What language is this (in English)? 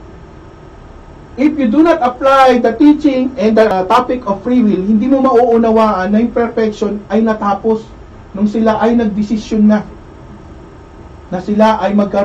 Filipino